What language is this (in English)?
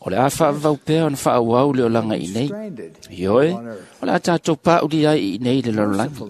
Samoan